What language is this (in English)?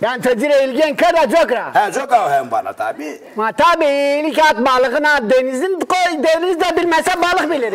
Zaza